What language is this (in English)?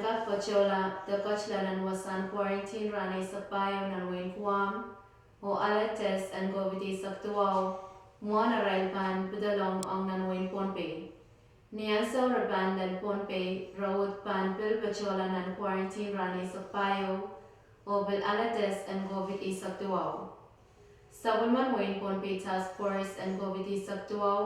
Pohnpeian